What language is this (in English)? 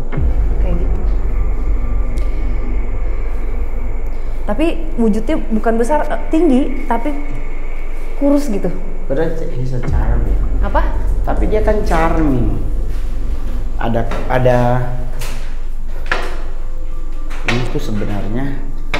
Indonesian